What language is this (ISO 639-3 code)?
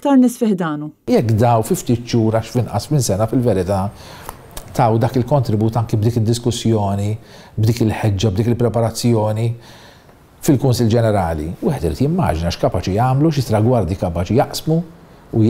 mlt